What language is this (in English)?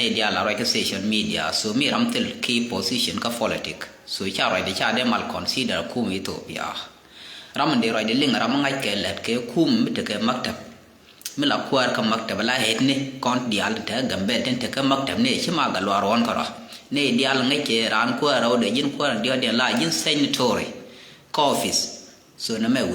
Nuer